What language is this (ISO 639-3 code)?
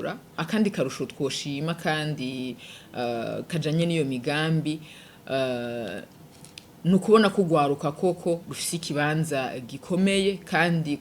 run